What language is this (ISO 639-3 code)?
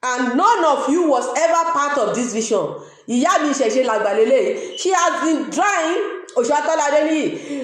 yor